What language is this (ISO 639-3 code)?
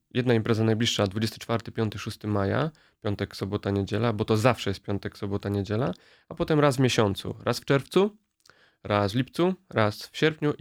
pol